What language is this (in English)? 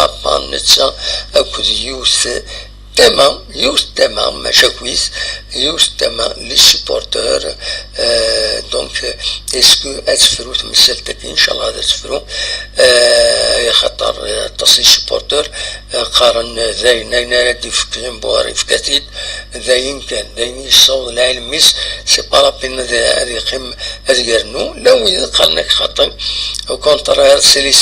Kabyle